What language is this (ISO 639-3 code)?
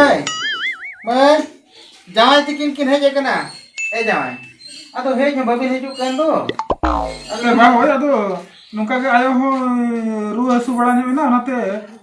sat